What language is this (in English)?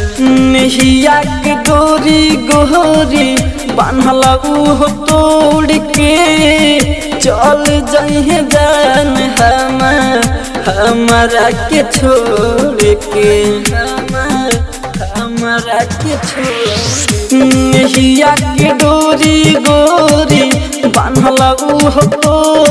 Bhojpuri